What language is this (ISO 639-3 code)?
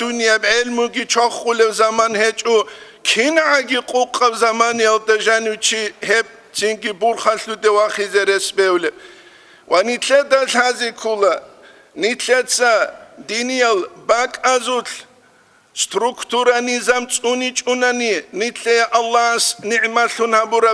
ava